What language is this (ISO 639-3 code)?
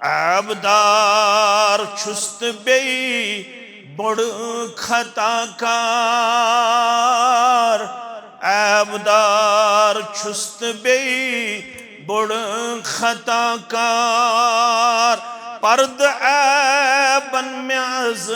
kas